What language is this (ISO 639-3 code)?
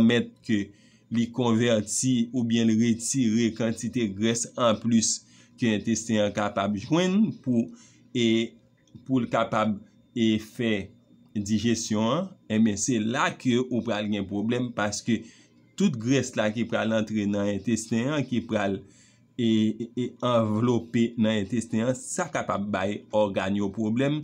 hat